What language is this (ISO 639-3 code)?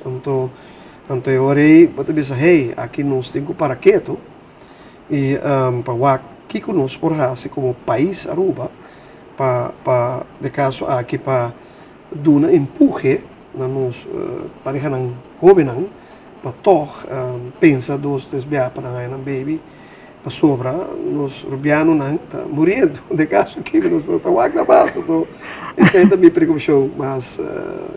pap